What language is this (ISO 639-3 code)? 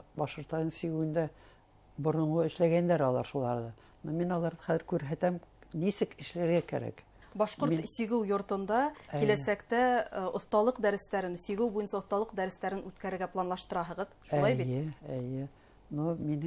bak